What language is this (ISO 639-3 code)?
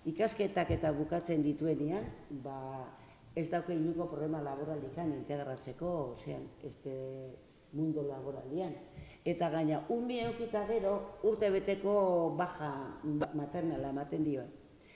eus